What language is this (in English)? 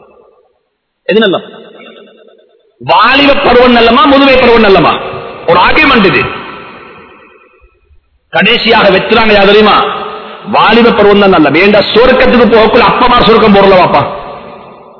Tamil